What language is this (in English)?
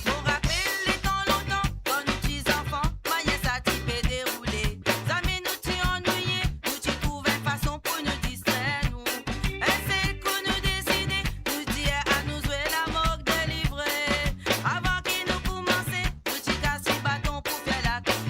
Morisyen